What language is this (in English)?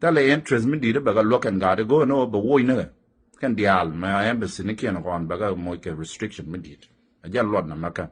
Nuer